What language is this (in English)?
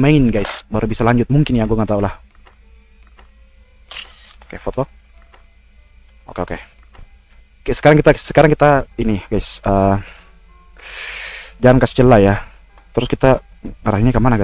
Indonesian